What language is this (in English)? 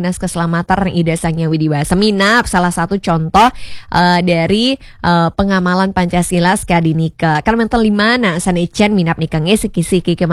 Balinese